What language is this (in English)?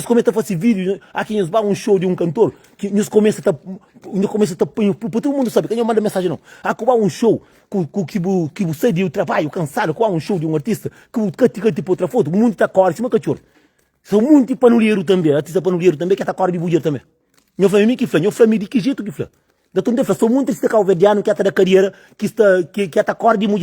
Kabuverdianu